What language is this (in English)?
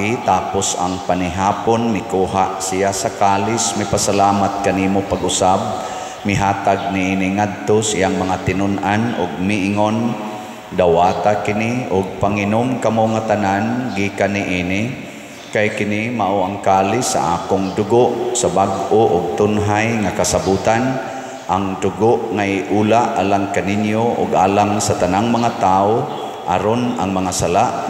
Cebuano